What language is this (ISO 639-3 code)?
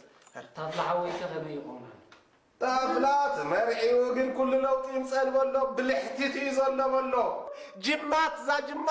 tir